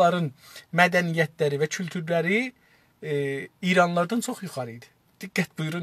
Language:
South Azerbaijani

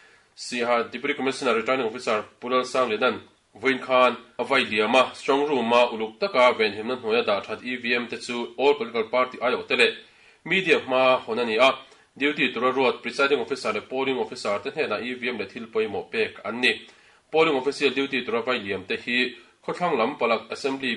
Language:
Mizo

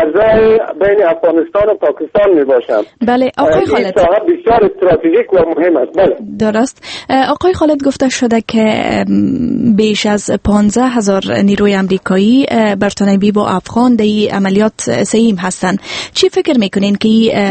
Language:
Persian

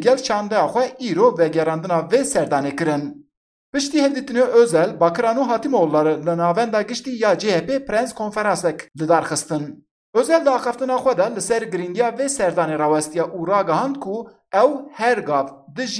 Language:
Kurdish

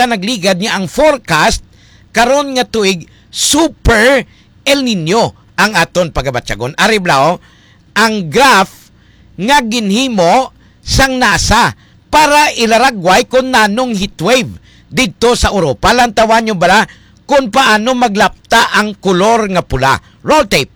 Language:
Hiligaynon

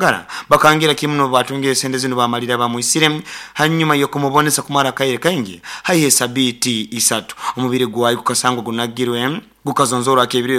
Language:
Nyoro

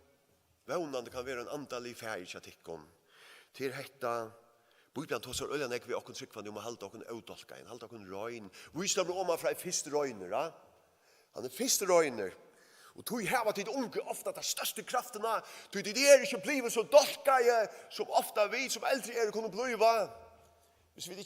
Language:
Faroese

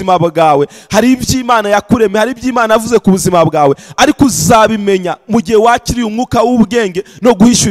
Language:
Kinyarwanda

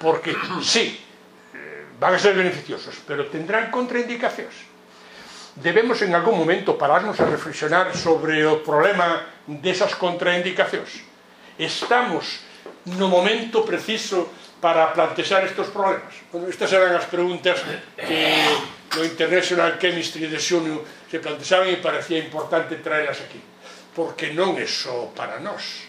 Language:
Galician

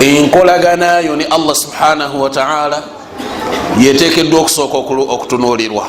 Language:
Ganda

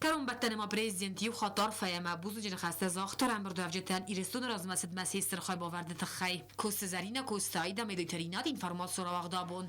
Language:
Ossetic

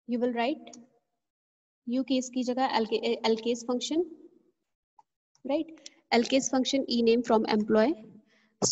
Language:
Hindi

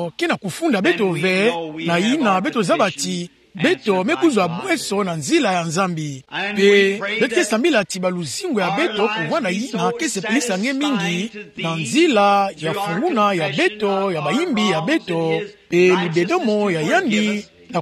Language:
Kituba (Democratic Republic of Congo)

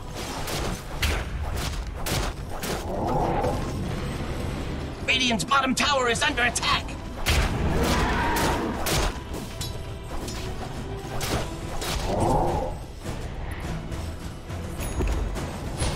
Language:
English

